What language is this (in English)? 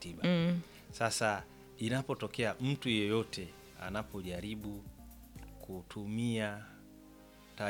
Swahili